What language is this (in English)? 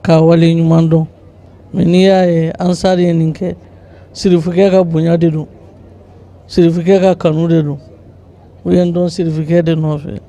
Bambara